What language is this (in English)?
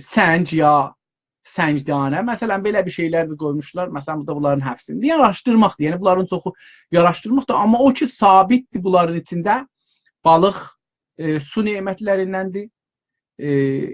South Azerbaijani